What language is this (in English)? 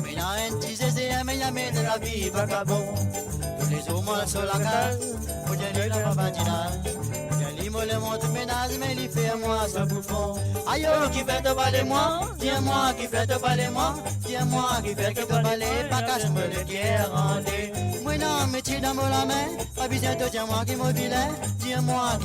Morisyen